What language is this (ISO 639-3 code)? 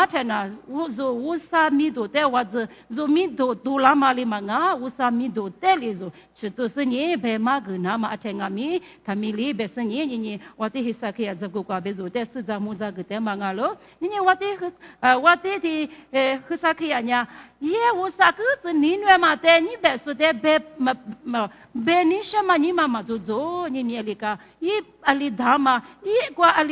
lis